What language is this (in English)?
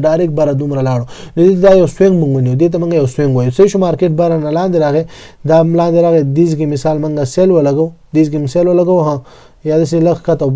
Pashto